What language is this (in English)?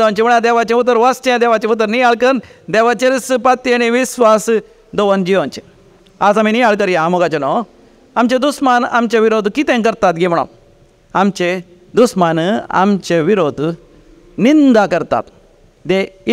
Konkani